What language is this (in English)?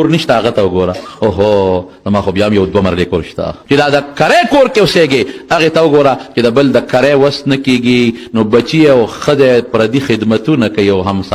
Pashto